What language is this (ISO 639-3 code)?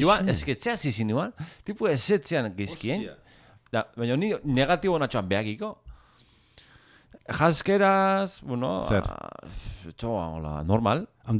eus